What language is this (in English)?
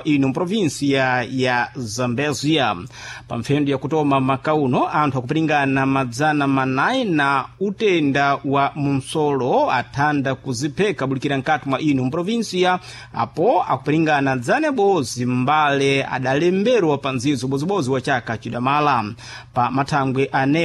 Sena